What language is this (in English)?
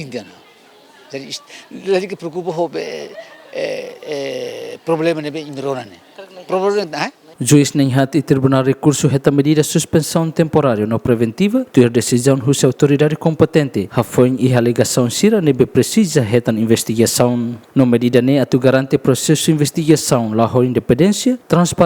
Tetum